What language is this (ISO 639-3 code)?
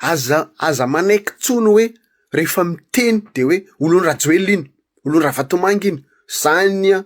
mlg